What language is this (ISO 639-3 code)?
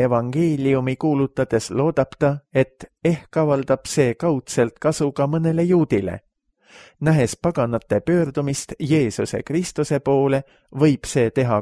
est